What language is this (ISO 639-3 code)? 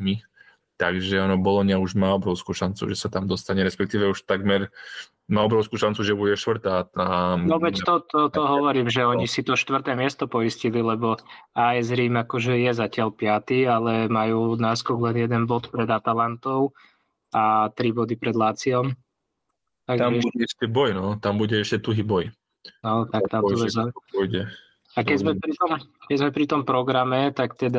slk